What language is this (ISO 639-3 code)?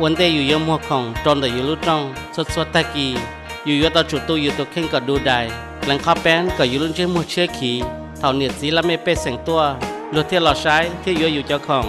hmn